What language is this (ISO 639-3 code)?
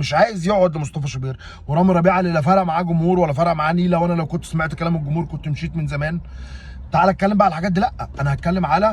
arz